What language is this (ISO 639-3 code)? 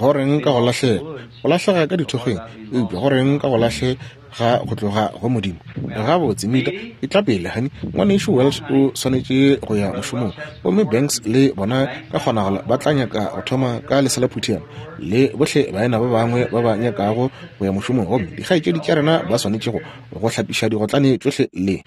nso